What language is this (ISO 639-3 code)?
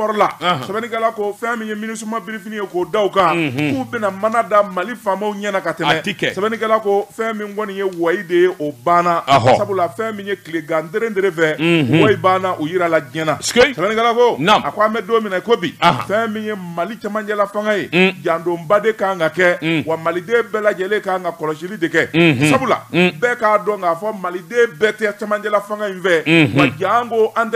bam